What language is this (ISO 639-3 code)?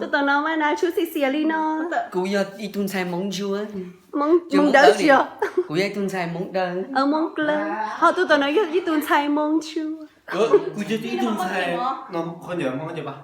hmn